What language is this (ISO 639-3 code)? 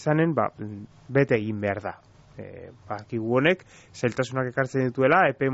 eus